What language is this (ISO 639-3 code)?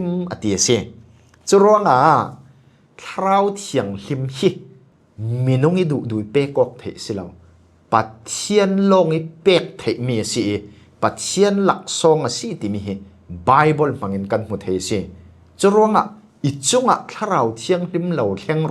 cfm